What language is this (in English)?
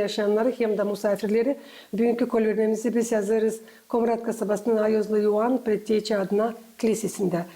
Gagauz